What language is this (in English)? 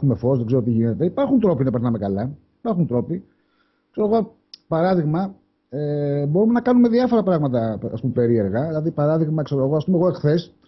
Greek